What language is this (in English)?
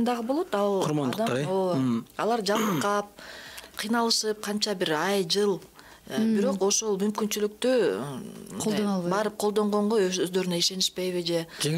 Kyrgyz